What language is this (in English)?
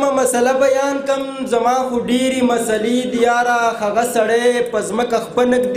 Pashto